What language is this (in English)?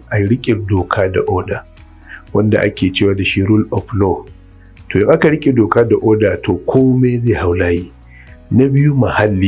Hausa